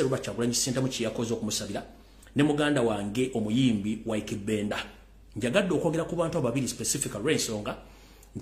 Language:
Ganda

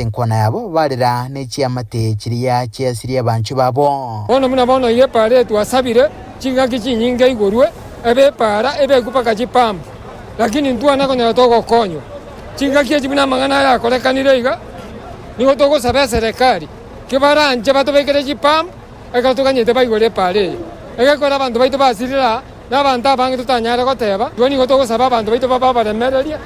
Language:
Gusii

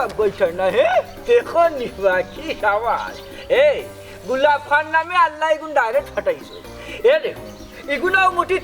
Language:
Sylheti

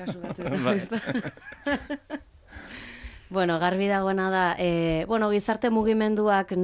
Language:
Basque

